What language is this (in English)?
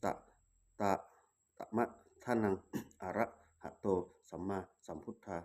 Pali